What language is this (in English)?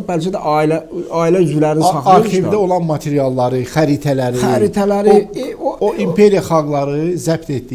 Azerbaijani